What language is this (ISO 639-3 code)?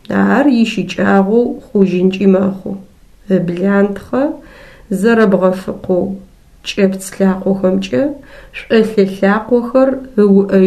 ady